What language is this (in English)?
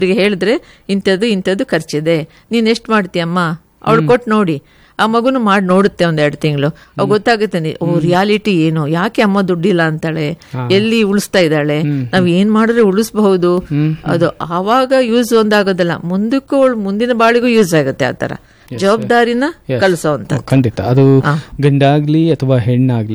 Kannada